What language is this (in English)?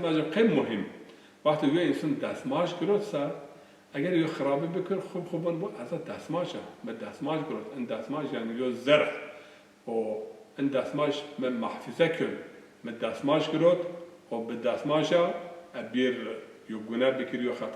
Zaza